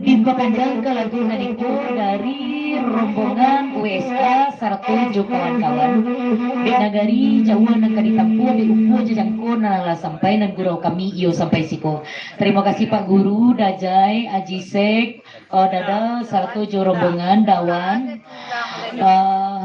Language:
Minangkabau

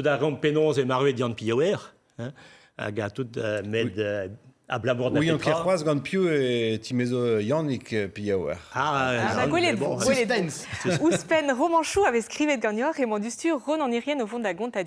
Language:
Breton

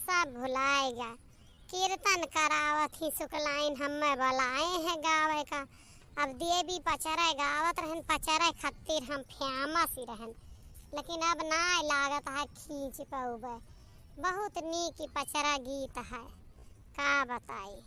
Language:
Awadhi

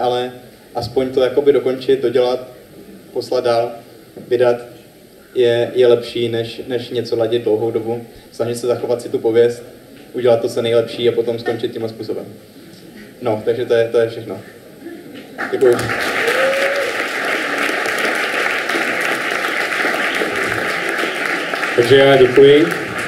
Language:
Czech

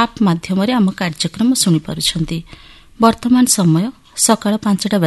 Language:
Odia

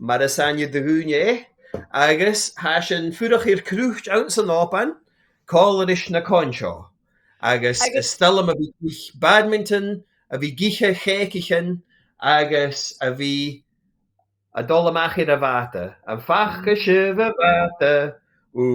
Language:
Scottish Gaelic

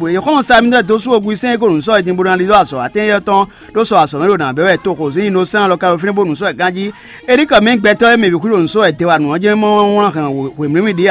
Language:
Fon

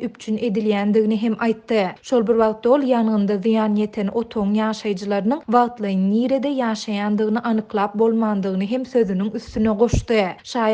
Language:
Turkmen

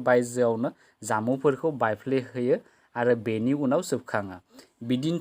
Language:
Bodo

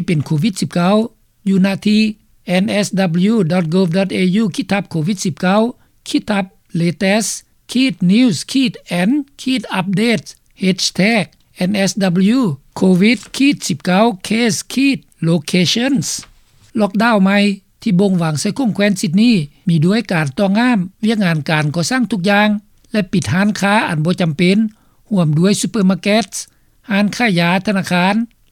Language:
Lao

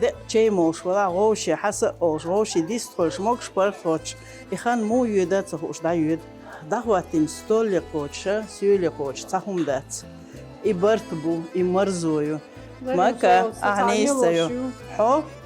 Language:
Chechen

